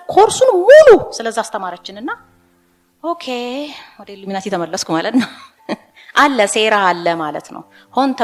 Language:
Amharic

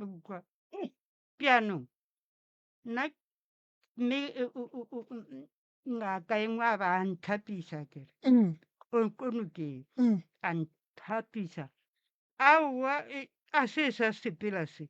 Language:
Northern Sotho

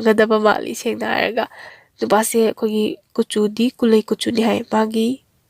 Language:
Manipuri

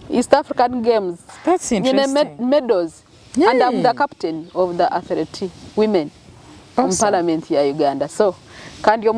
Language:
Nyankole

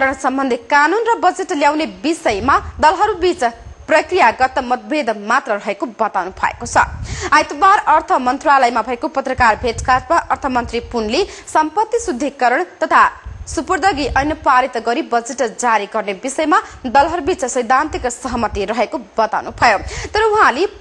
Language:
Nepali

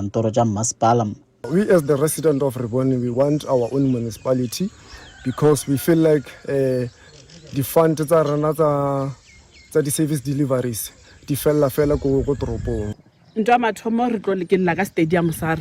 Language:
Northern Sotho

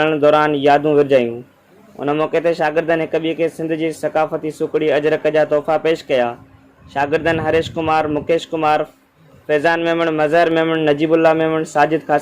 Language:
Sindhi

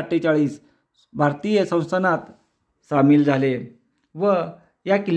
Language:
Marathi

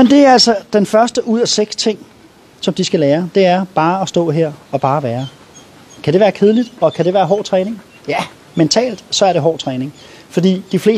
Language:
Danish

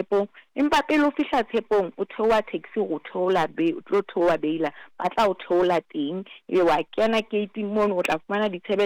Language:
Southern Sotho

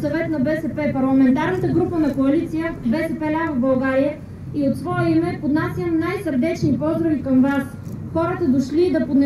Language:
Bulgarian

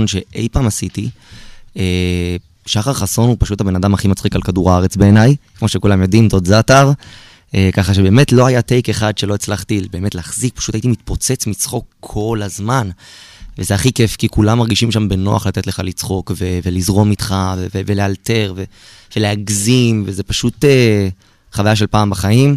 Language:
Hebrew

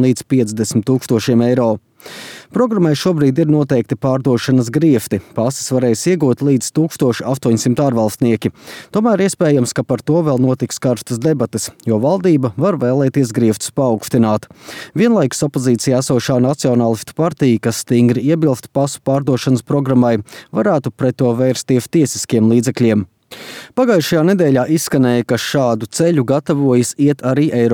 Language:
Latvian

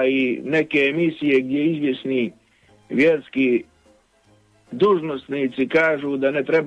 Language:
Bosnian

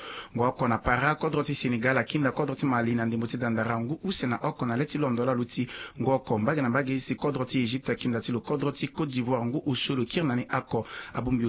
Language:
Sango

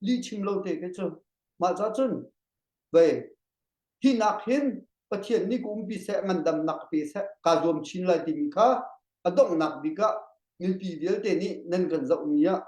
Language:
Hakha Chin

